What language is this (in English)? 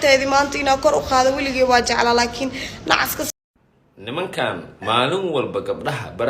Somali